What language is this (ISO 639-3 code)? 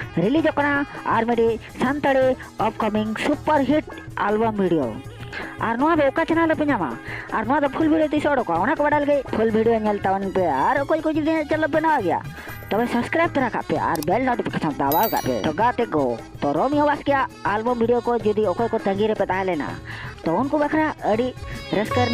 sat